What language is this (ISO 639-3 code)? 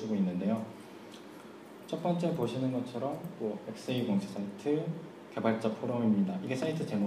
kor